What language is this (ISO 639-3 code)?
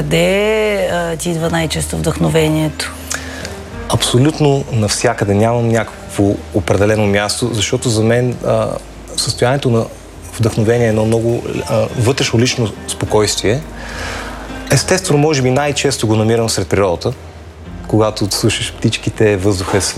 bul